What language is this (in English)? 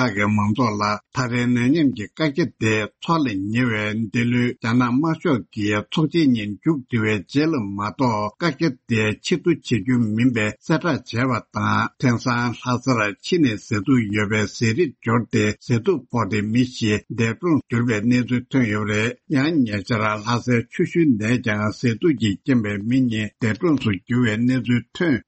Tibetan